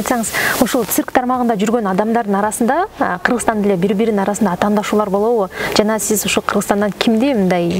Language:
Kyrgyz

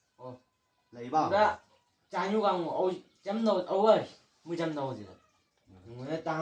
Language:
Chang Naga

